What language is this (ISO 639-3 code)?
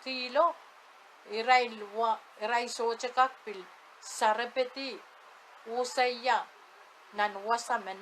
pon